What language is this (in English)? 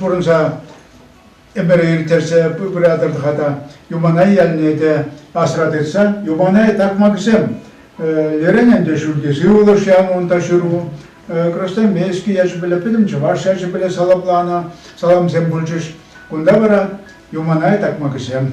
Chuvash